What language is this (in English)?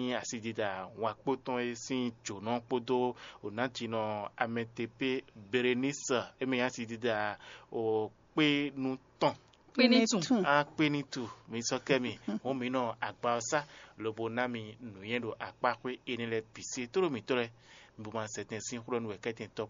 Fon